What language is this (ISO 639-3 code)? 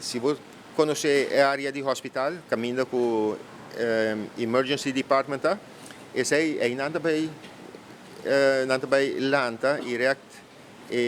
pap